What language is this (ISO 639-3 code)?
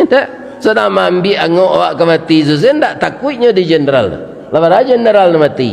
min